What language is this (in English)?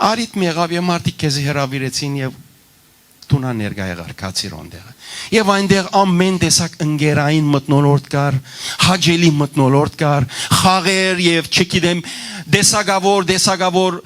Western Armenian